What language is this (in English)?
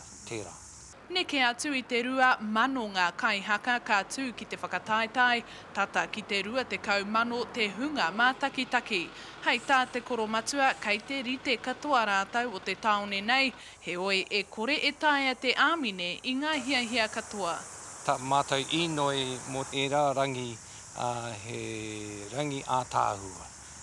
Māori